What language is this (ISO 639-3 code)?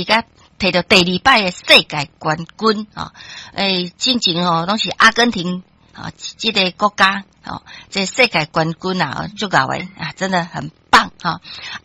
nan